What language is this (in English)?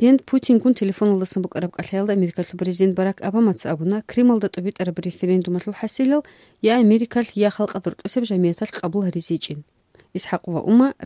Avaric